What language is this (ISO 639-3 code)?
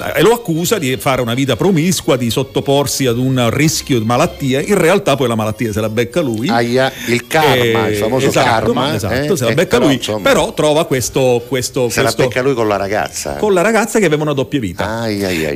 ita